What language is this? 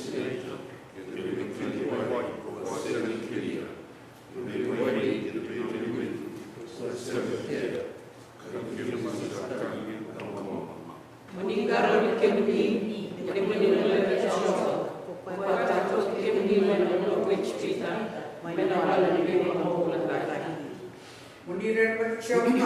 Fijian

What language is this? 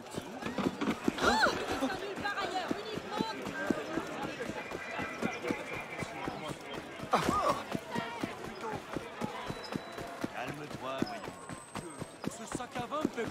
French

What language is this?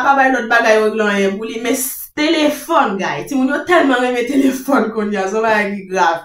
Haitian Creole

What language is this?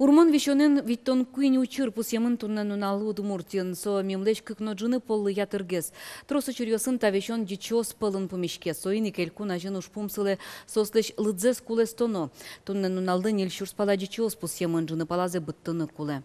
Udmurt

